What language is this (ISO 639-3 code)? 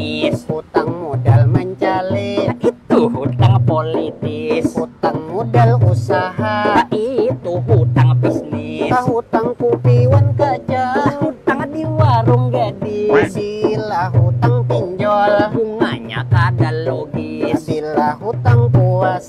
bjn